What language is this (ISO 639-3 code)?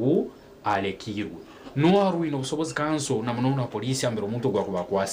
nyn